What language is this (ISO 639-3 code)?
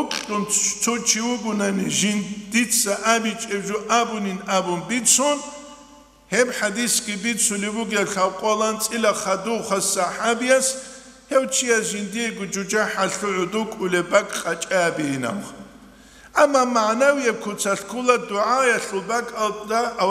ava